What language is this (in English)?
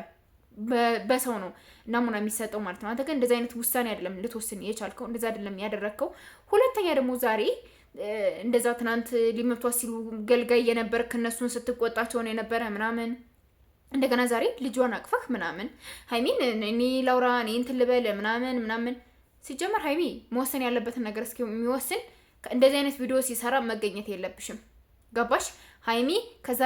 Amharic